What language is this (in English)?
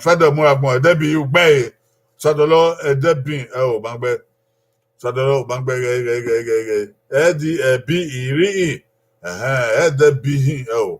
Bini